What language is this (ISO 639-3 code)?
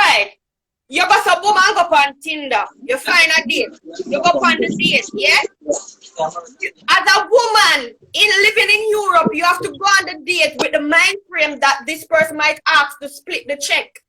jam